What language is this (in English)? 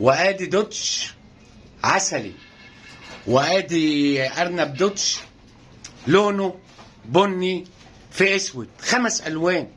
Egyptian Arabic